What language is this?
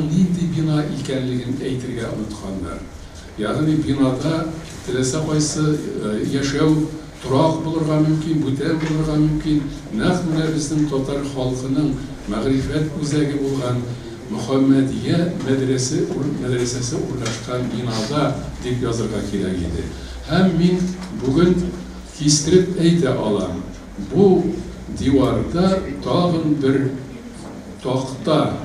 Tatar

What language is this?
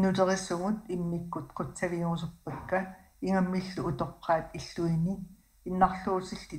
Kalaallisut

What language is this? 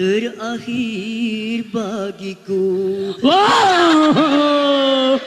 Madurese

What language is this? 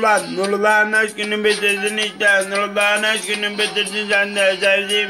Turkish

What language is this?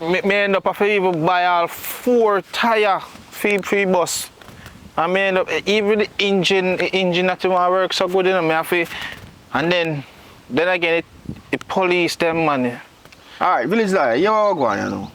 Jamaican Creole English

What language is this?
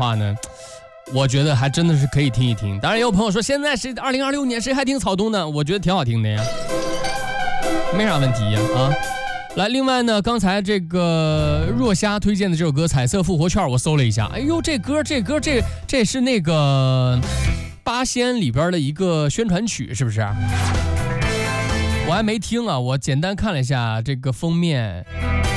Chinese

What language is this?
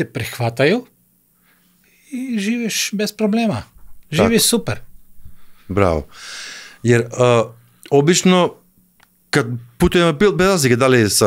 Croatian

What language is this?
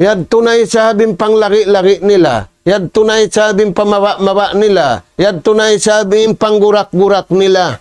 Tausug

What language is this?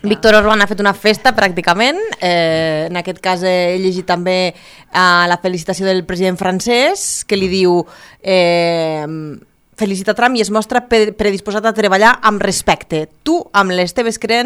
Catalan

